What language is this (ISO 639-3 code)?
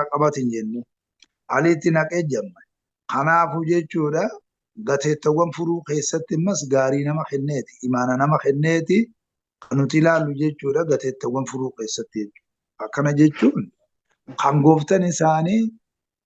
orm